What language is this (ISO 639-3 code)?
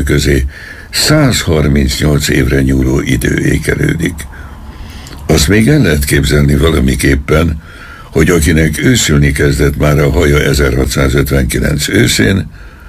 hun